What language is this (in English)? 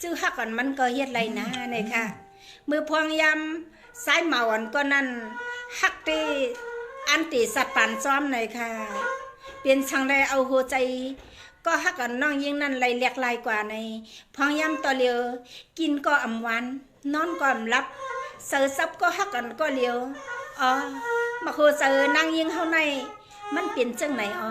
Shan